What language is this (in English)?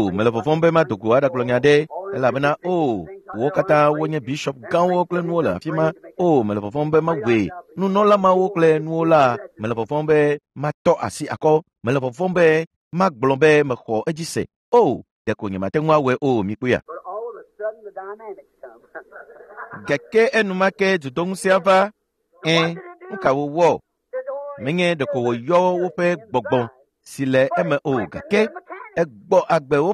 Ewe